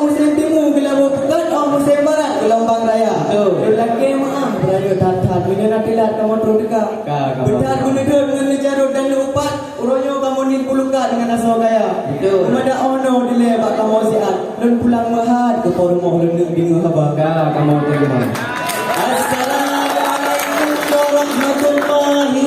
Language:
Achinese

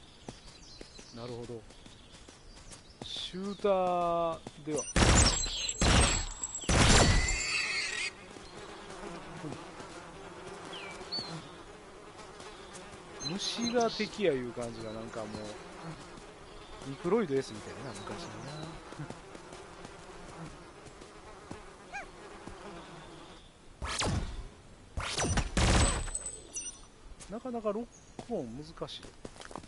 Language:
Japanese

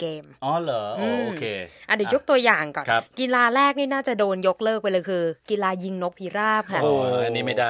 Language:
Thai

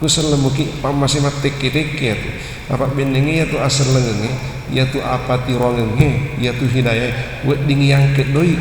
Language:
Buginese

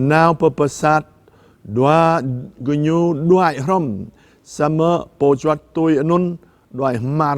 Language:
Jarai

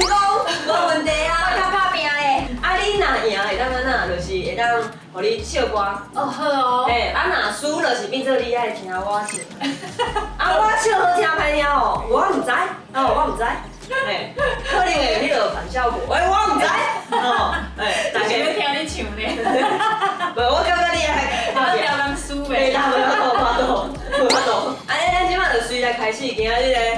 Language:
Min Nan Chinese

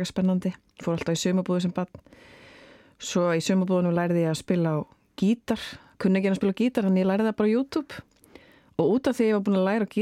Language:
Icelandic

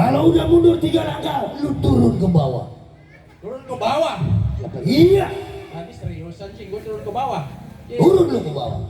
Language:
Betawi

